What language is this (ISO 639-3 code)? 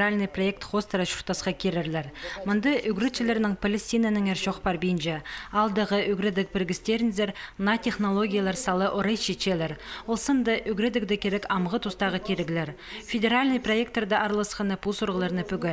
kjh